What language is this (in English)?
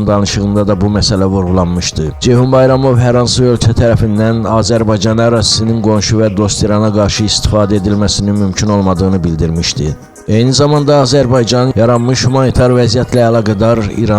Azerbaijani